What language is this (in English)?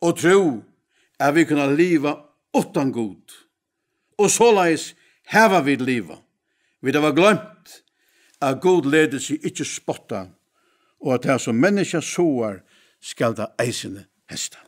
Faroese